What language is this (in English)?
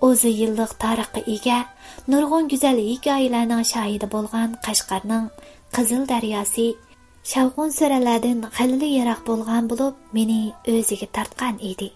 Uyghur